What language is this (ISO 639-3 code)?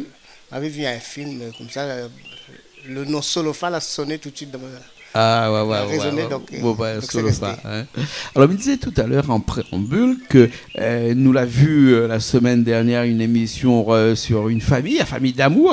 rcf